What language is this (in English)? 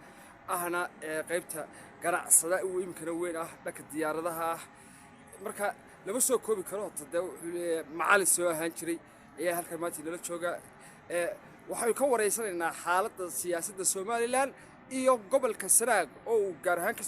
Somali